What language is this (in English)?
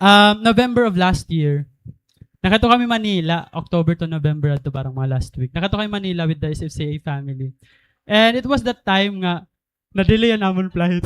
Waray